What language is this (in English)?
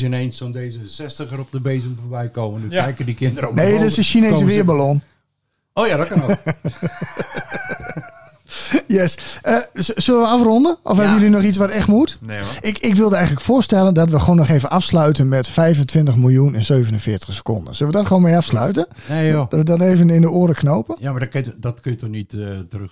Dutch